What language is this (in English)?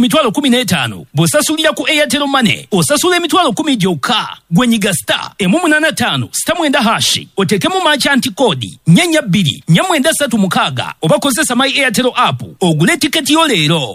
Ganda